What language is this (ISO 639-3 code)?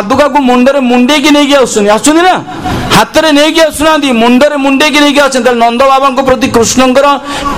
ori